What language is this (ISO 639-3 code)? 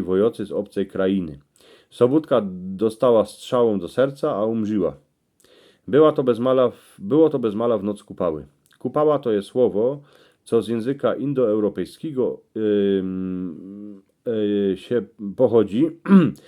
szl